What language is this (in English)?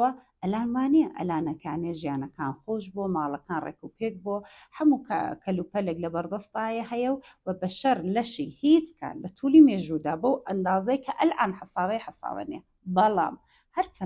Central Kurdish